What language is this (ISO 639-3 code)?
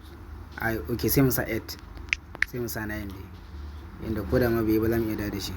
hau